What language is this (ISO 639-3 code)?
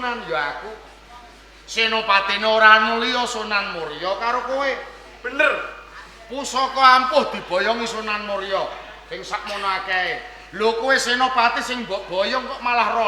jav